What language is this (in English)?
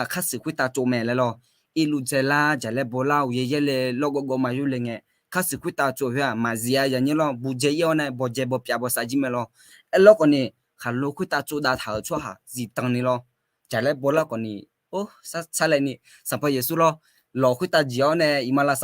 Akha